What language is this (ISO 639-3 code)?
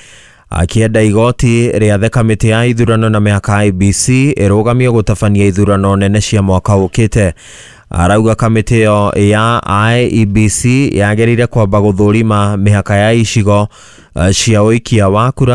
kik